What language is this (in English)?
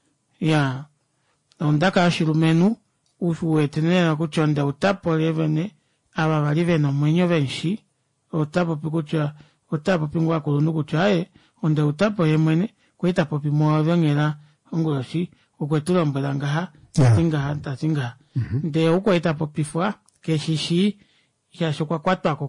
Kuanyama